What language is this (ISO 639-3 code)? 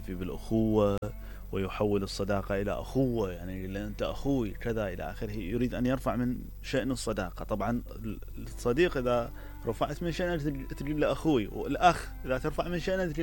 acm